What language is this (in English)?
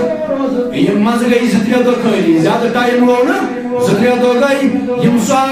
Kashmiri